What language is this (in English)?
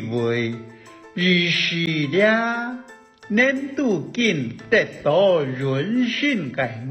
Hakka Chinese